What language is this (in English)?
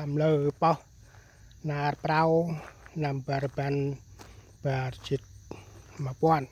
Central Mnong